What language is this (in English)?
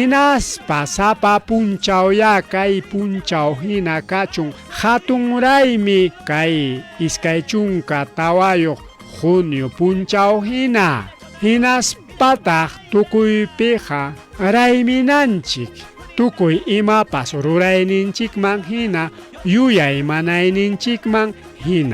Ayacucho Quechua